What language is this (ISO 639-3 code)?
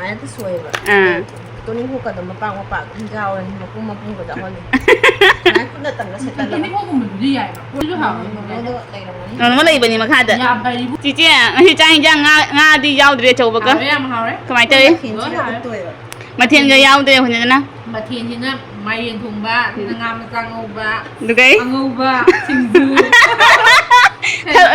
mni